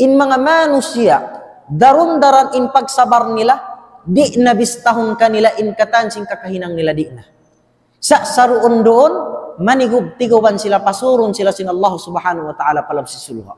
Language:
Tausug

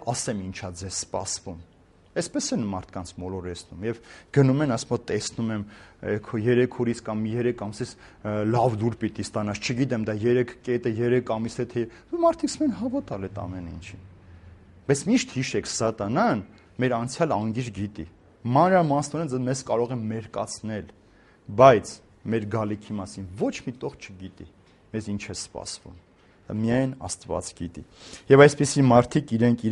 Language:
Armenian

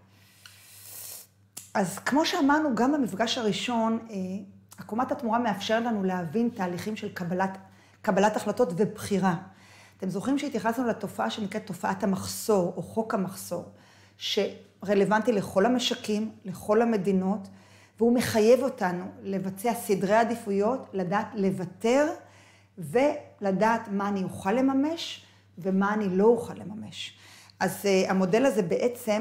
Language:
Hebrew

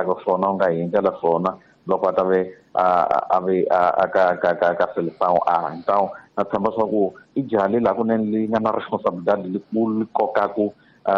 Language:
Tsonga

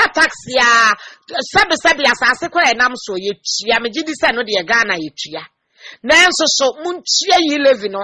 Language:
Akan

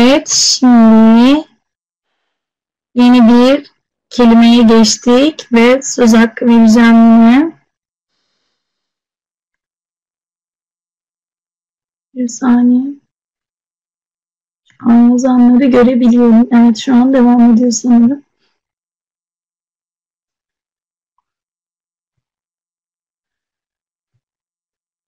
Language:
Turkish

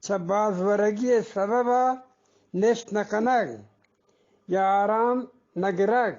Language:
Eastern Balochi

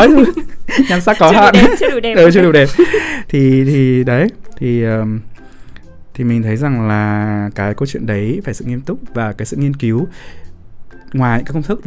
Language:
Vietnamese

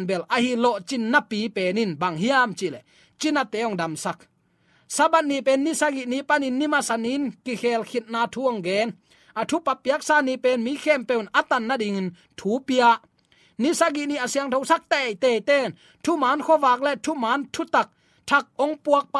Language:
Tedim Chin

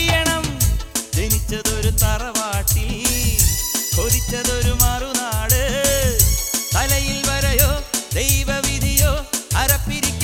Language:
Malayalam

